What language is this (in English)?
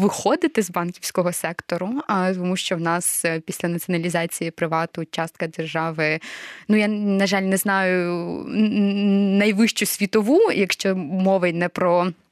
Ukrainian